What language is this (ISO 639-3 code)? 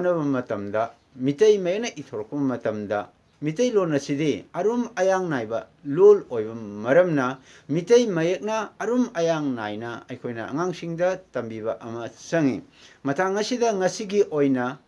mni